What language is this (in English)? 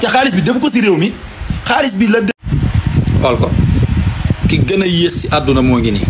Wolof